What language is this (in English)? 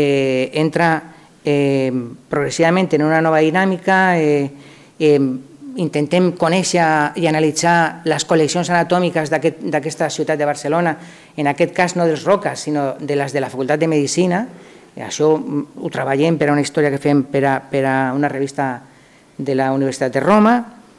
Catalan